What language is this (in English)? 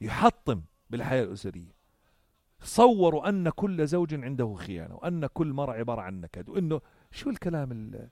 North Levantine Arabic